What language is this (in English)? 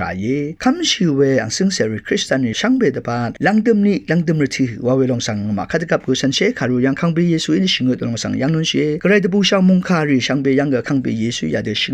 Rawang